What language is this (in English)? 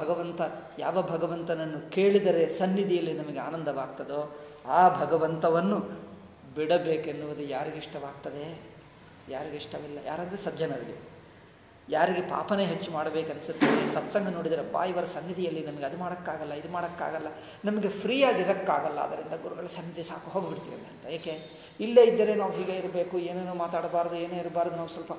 Kannada